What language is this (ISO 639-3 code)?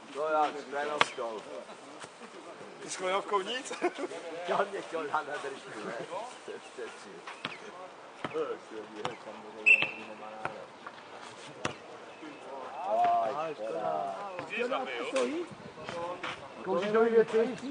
ces